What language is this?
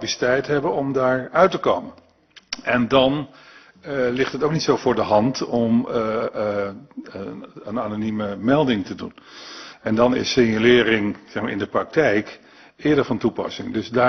Dutch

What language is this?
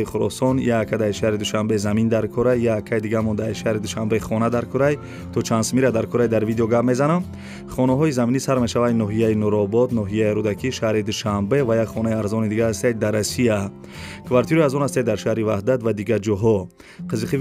Tajik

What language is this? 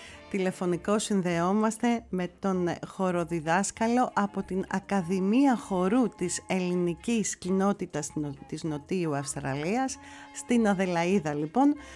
Greek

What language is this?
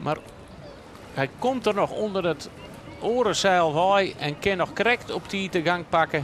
Western Frisian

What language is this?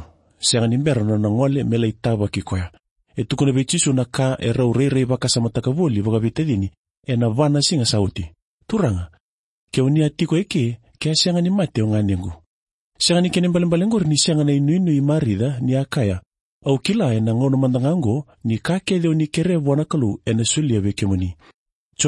Fijian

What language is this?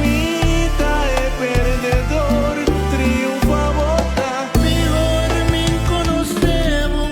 Papiamento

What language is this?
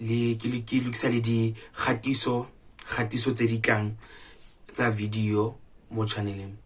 Tswana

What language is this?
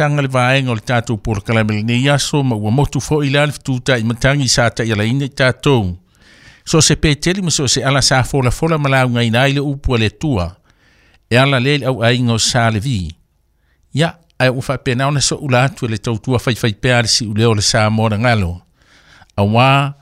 Samoan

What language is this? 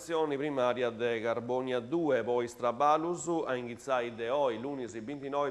Sardinian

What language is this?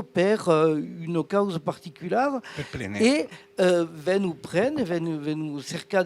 Occitan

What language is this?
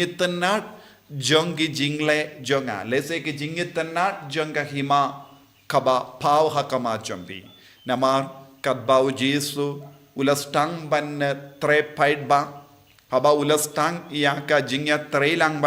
Khasi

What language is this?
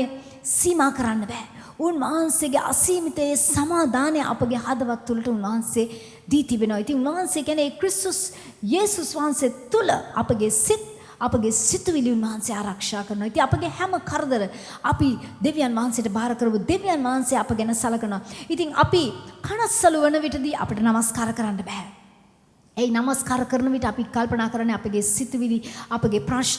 Sinhala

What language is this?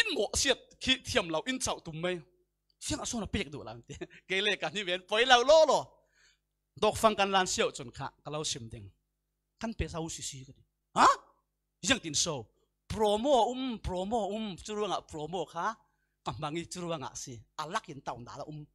Falam Chin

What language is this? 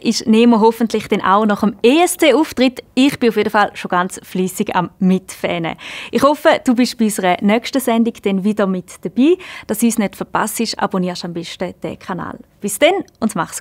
Swiss German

